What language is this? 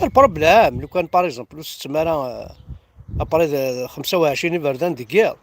Kabyle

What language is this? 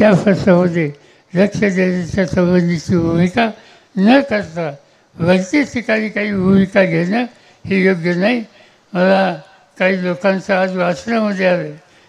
Marathi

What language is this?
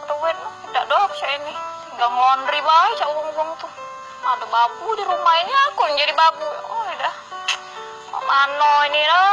Musi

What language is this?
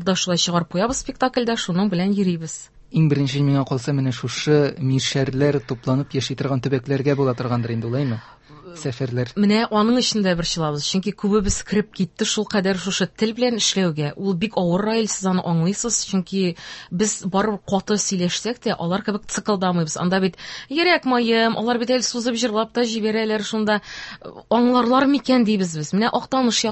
Tatar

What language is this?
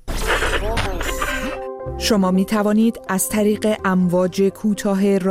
Persian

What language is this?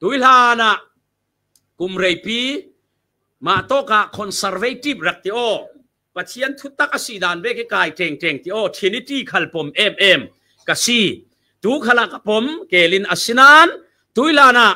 Falam Chin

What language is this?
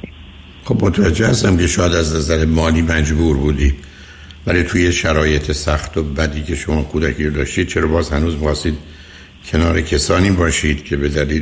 Persian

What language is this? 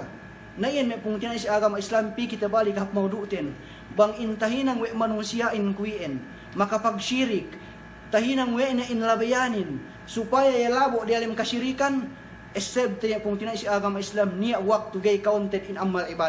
Yakan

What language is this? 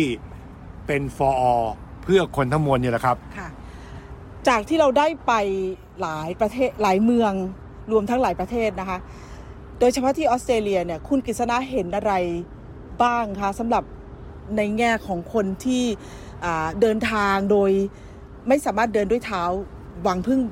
Thai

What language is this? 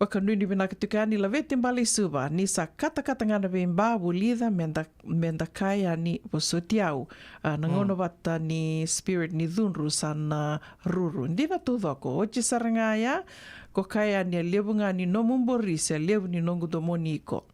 Fijian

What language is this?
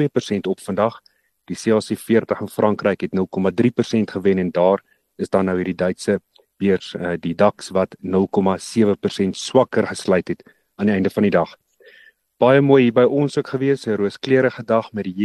Afrikaans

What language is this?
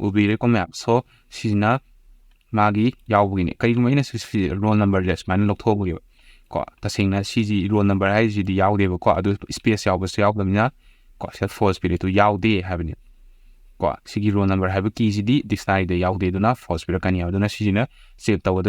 Manipuri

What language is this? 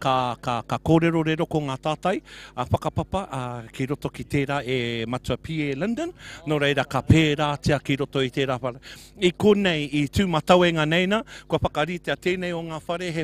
Māori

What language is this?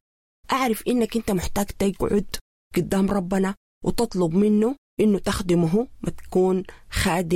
Sudanese Arabic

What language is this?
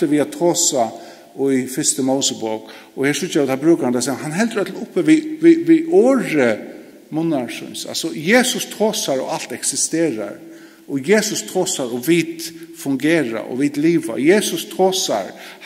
Faroese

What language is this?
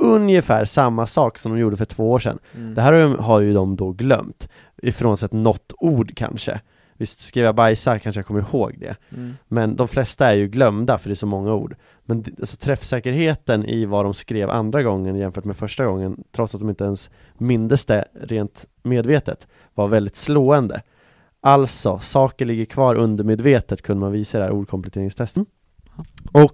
Swedish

